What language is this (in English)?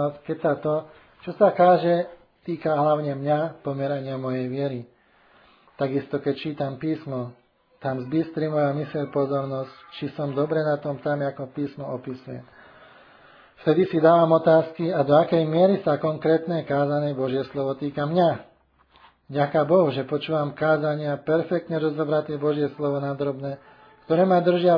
Slovak